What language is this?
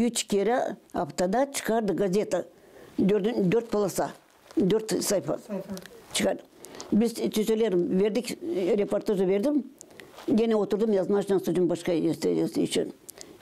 Gagauz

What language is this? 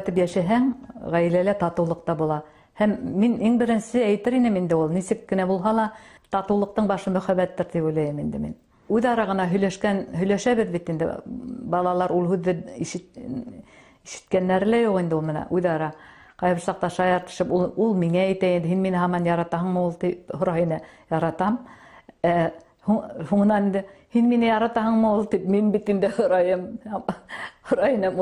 Bashkir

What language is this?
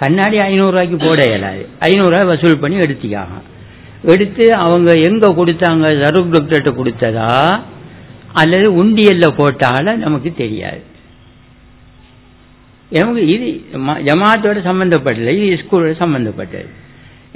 Tamil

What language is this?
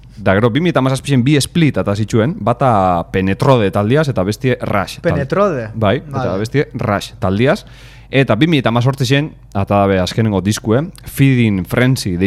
Basque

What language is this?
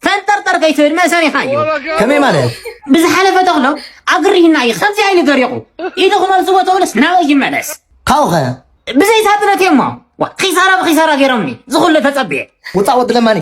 Tigrinya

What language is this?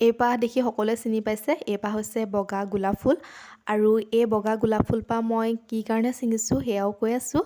Assamese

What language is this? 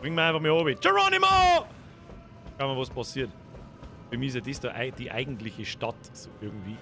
Bavarian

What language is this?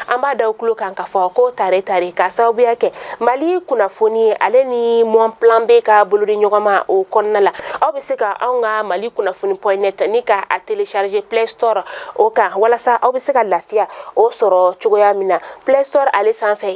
Bambara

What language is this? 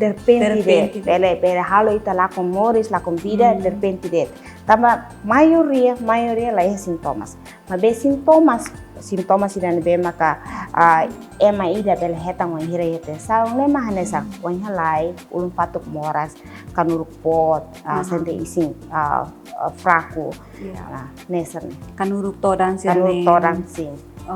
Tetum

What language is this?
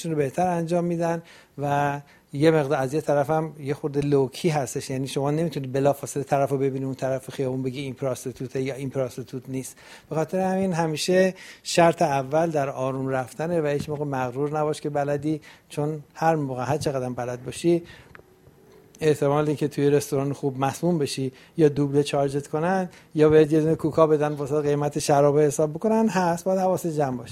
Persian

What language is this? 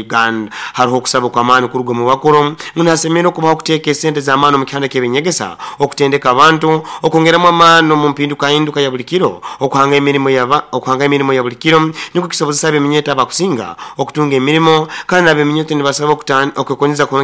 Nyoro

